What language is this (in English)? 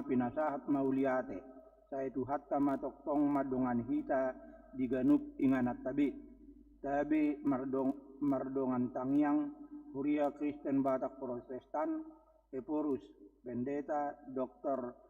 Batak Toba